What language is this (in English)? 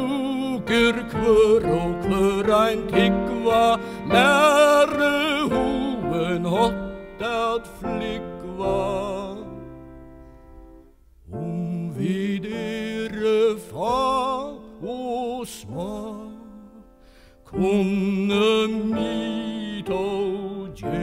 Faroese